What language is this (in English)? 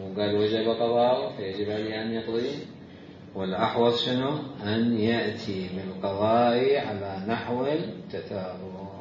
Mesopotamian Arabic